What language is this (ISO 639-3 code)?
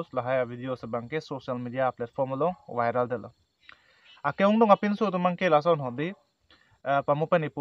mjw